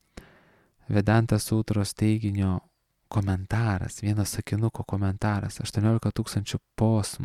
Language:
Lithuanian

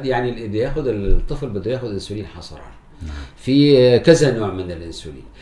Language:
North Levantine Arabic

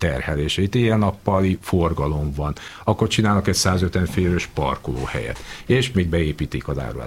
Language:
Hungarian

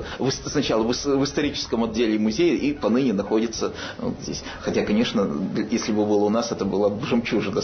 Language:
Russian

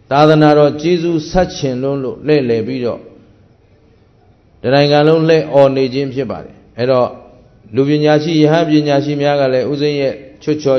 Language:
Burmese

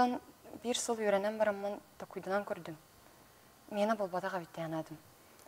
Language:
Yakut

